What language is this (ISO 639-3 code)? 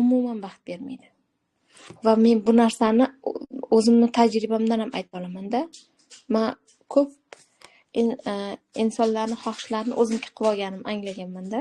uzb